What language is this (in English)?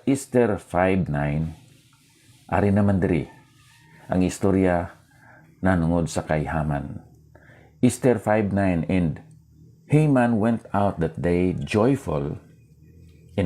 Hiligaynon